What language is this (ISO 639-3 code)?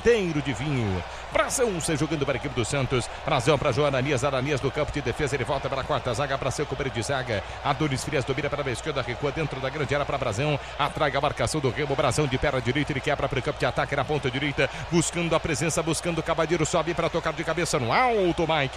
por